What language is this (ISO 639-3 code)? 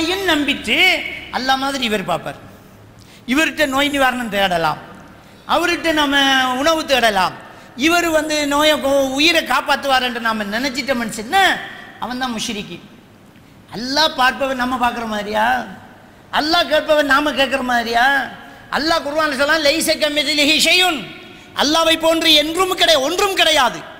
tam